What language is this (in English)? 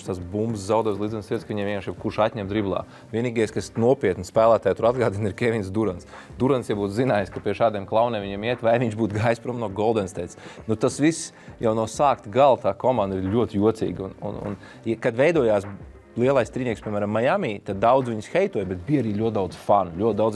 Latvian